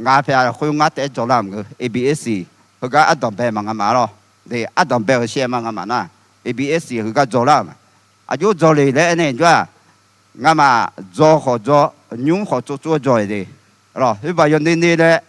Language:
Akha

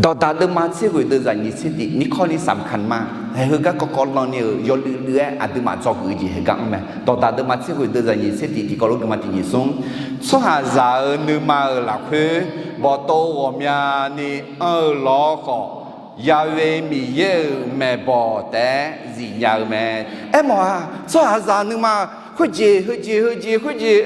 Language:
Akha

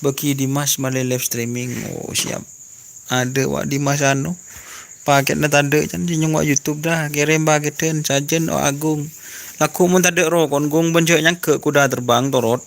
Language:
Madurese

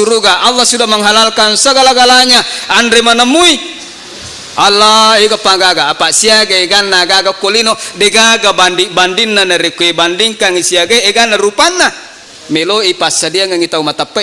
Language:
Buginese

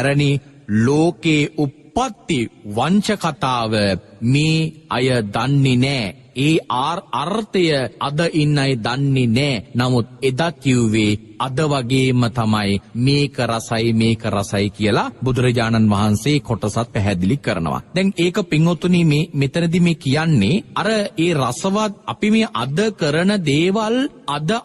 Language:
Sinhala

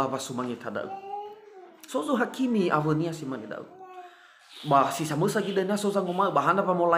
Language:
Nias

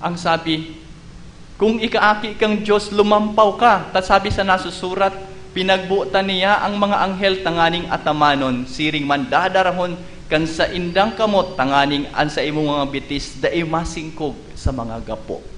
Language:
Bikol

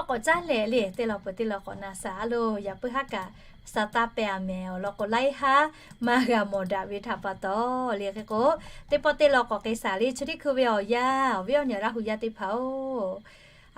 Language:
Lahu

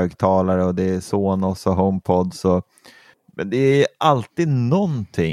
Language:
Swedish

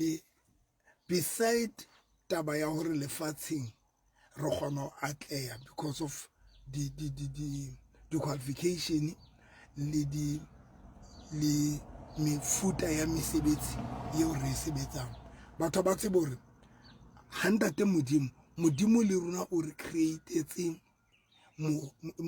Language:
Southern Sotho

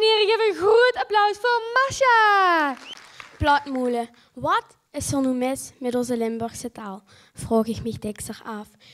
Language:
Limburgish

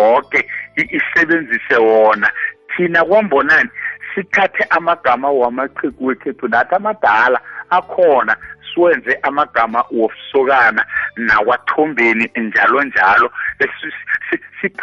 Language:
South Ndebele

